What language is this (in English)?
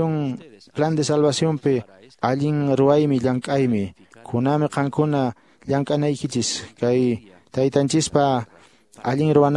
Quechua